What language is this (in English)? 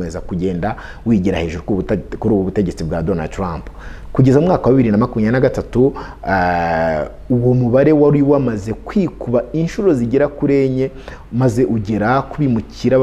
Kinyarwanda